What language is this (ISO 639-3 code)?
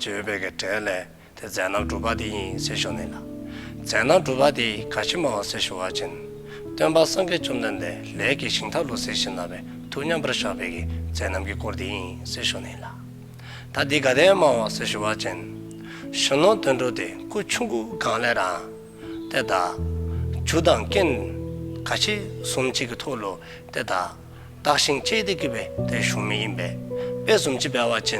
dzo